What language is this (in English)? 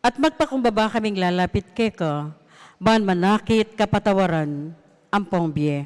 Pampanga